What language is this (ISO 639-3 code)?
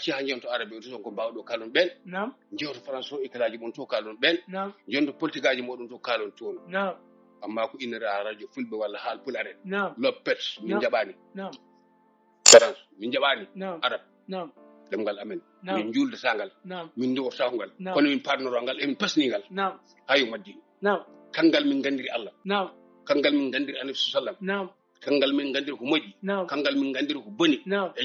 ful